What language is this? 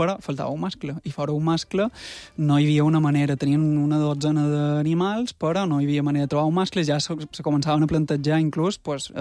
Catalan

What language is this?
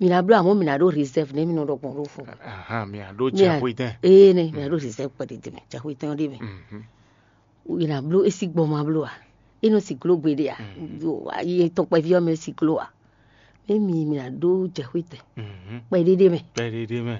Fon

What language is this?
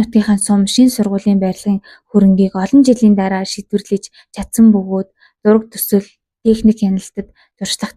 Mongolian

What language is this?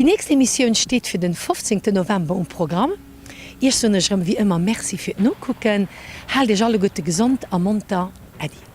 Luxembourgish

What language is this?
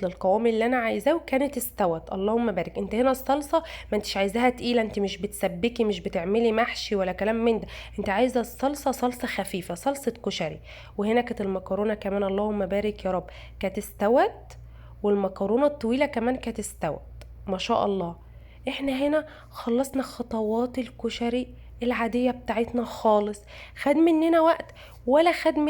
Egyptian Arabic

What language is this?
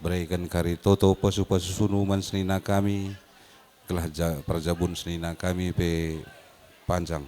Batak Karo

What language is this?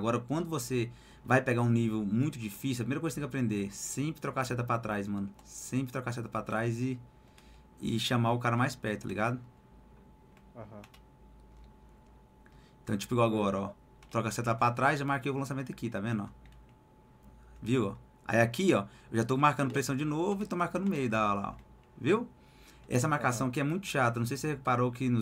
Portuguese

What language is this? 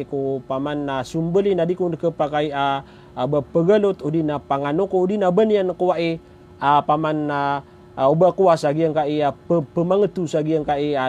Maranao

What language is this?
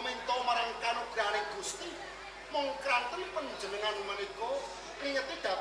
Javanese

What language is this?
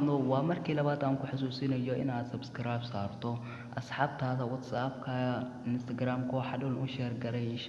Somali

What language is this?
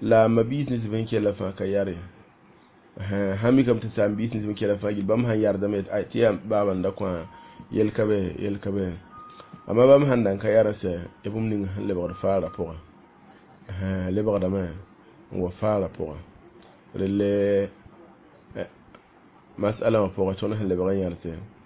Mossi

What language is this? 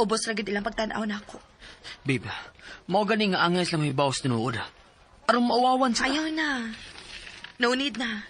Cebuano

